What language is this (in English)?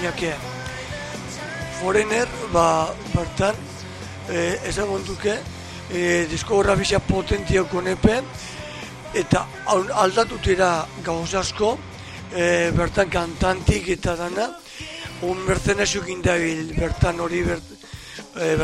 Basque